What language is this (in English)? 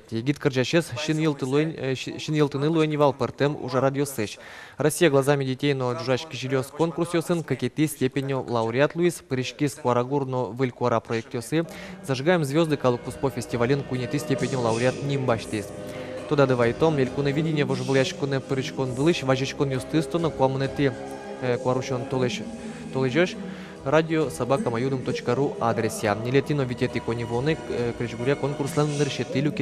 Udmurt